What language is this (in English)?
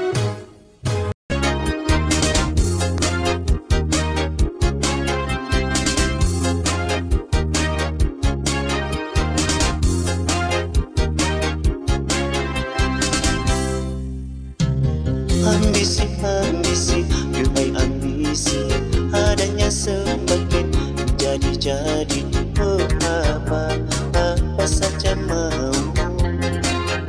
Malay